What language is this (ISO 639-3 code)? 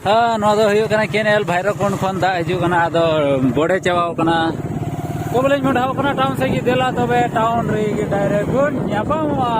sat